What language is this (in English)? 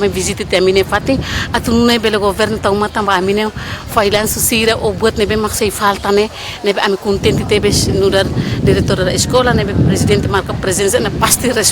Tetum